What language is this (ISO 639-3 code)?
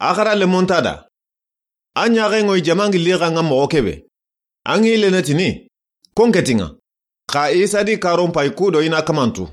snk